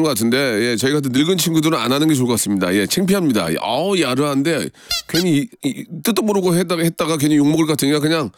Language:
Korean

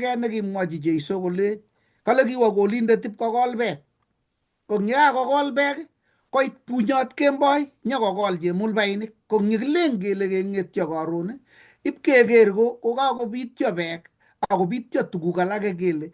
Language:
Kalenjin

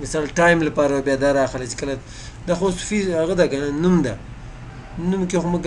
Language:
Pashto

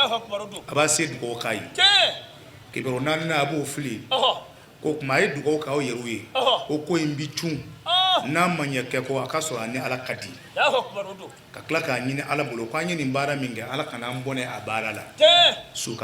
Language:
Bambara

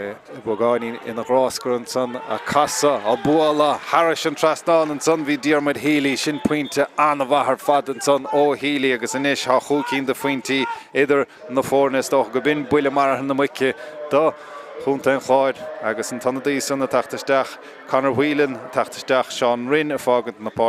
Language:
Irish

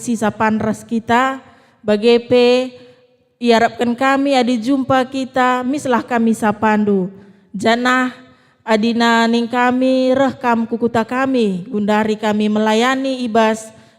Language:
Batak Karo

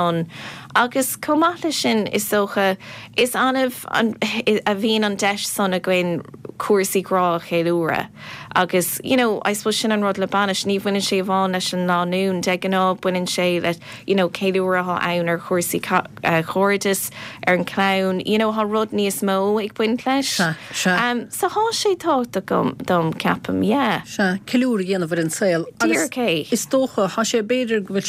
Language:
Irish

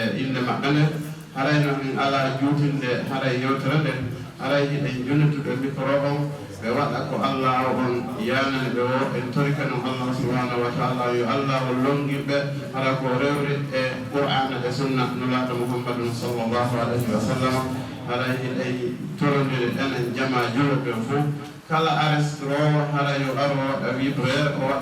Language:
Fula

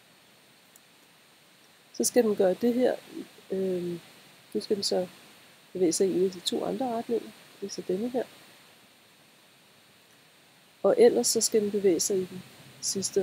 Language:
Danish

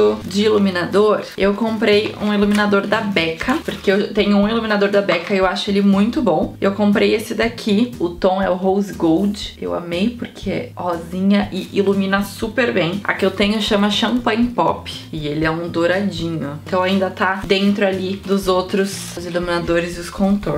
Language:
Portuguese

